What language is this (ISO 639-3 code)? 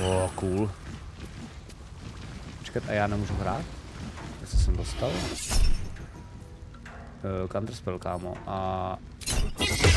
ces